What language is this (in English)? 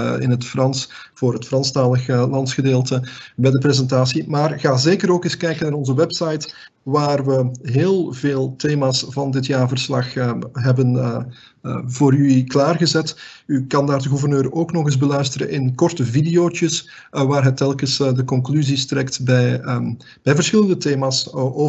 Dutch